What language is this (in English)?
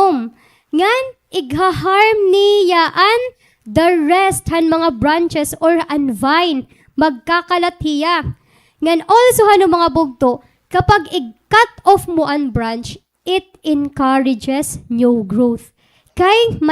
Waray